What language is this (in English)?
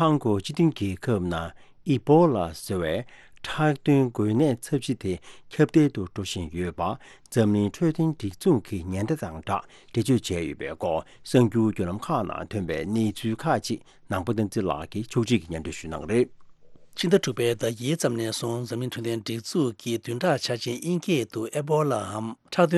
Tibetan